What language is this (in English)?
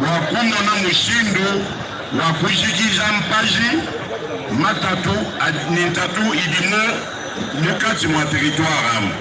Luba-Lulua